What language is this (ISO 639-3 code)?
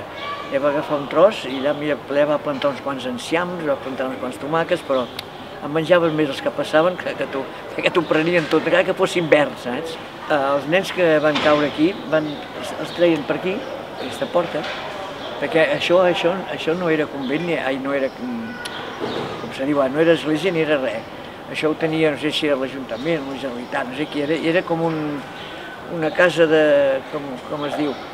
cat